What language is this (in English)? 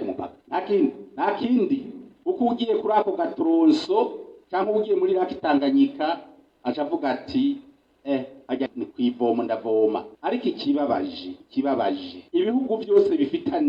Rundi